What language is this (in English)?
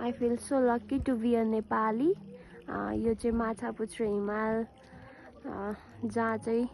Nepali